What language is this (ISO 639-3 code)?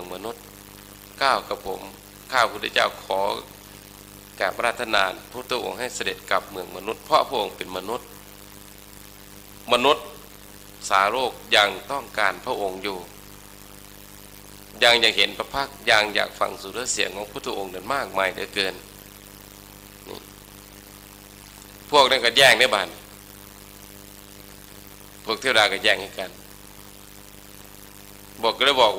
tha